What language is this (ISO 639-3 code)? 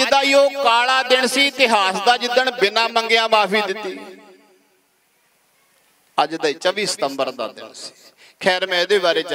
pan